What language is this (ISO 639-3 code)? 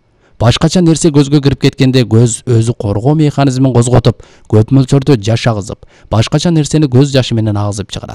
kir